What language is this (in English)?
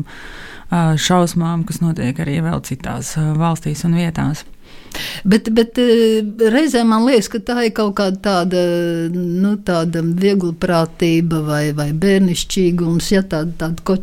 Latvian